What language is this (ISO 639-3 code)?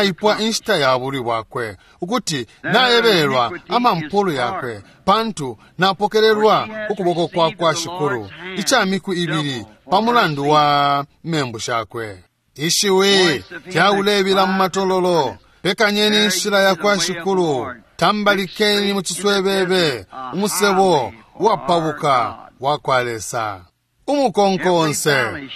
bem